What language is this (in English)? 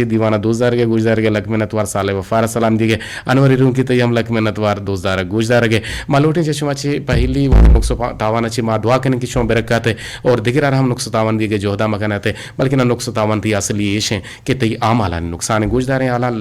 Eastern Balochi